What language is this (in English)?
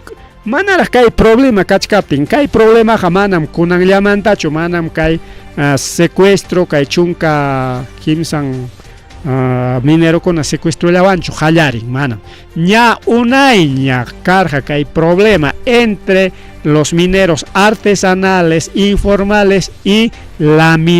Ayacucho Quechua